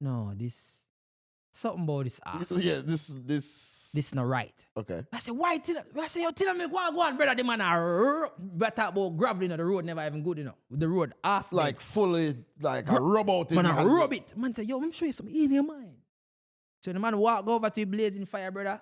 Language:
Jamaican Creole English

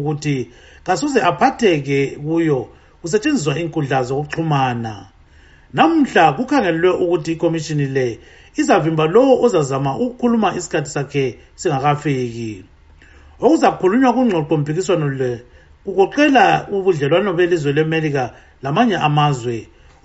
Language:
North Ndebele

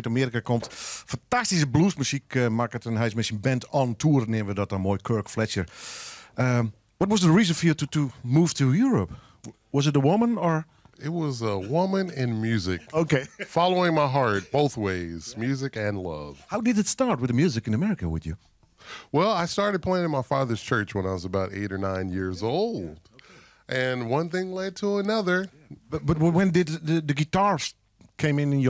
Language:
Western Frisian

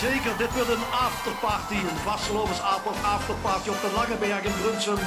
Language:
Limburgish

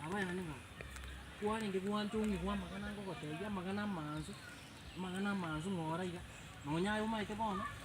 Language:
Gusii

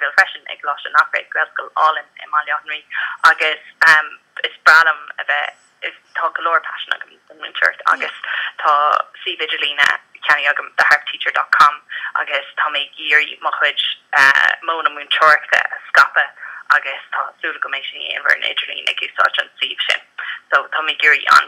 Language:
Irish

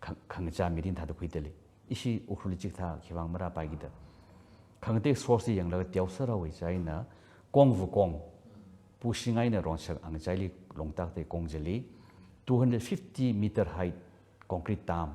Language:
Tangkhul Naga (India)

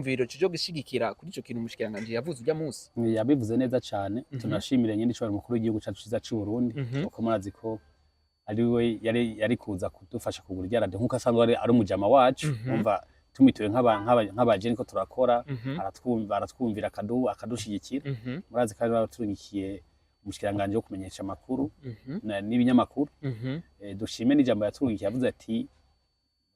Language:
Rundi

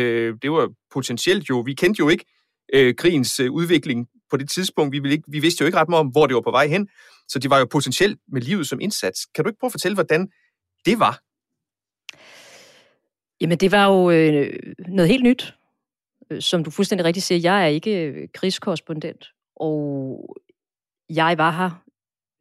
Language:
Danish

